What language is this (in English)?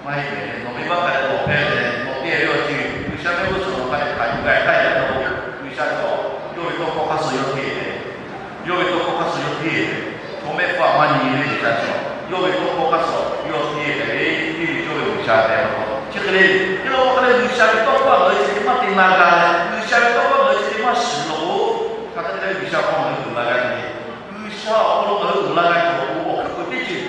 Lahu